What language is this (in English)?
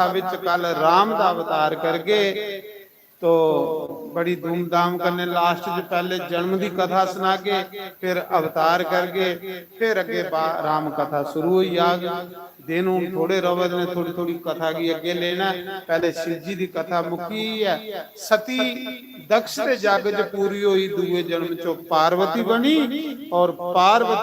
Dogri